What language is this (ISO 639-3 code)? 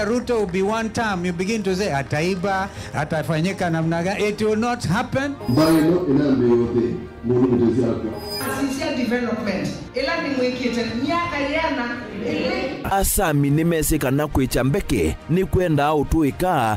kam